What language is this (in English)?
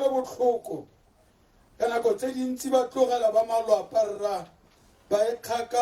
Tswana